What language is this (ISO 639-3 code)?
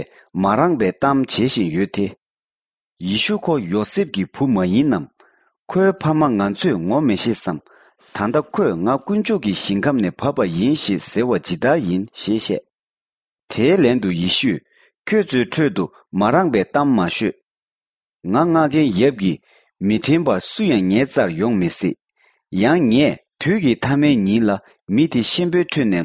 bod